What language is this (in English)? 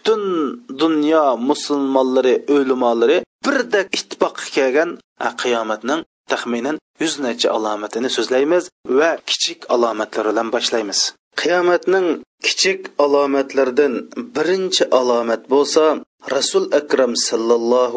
Uyghur